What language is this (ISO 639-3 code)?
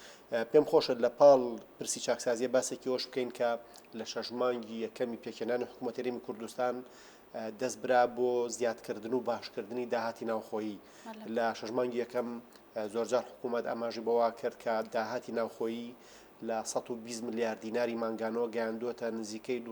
ckb